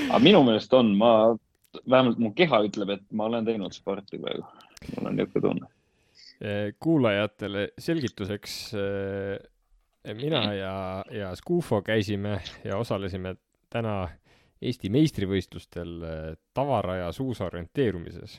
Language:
Estonian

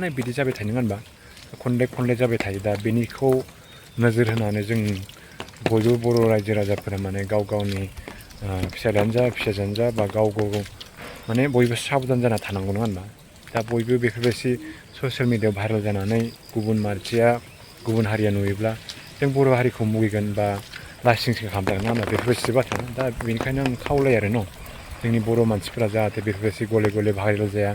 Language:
Bodo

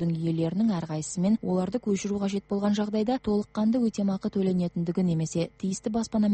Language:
Kazakh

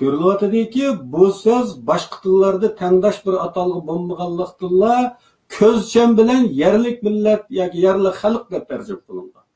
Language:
Uyghur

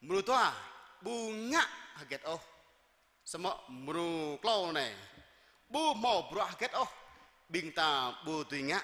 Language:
Jarai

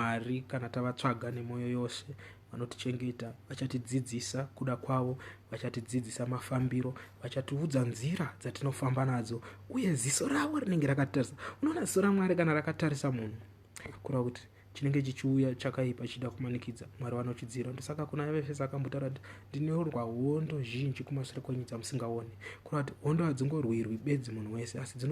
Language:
Shona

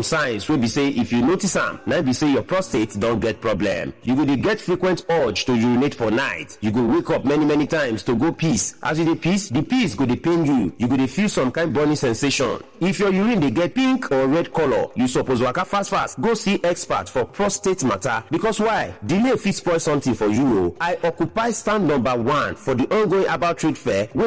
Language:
Nigerian Pidgin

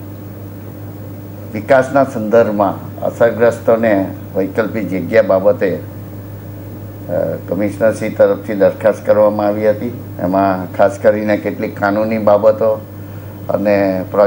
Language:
Gujarati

